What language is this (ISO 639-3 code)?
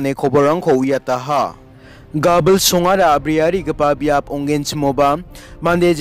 grt